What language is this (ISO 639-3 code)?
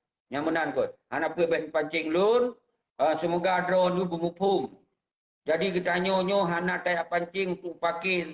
ace